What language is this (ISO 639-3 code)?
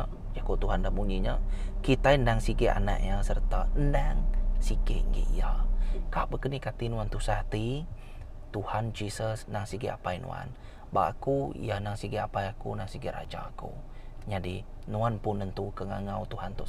iba